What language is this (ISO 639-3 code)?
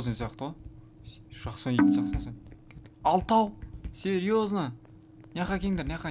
kaz